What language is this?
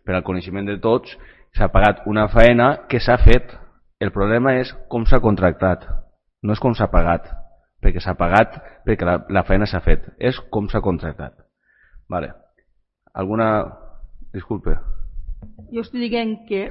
Catalan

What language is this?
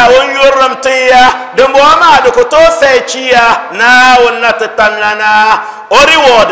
Dagbani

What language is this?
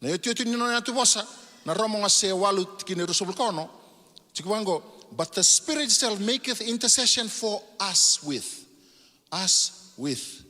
Fijian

